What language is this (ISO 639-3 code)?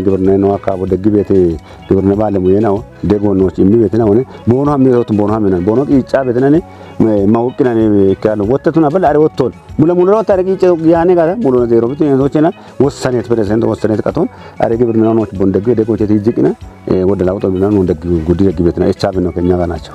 kbr